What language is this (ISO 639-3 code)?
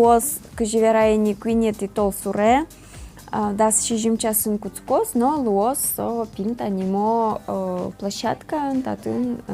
udm